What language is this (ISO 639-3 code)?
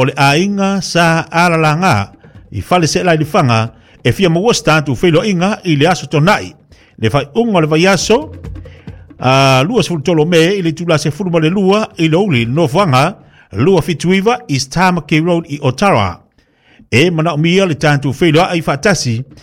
smo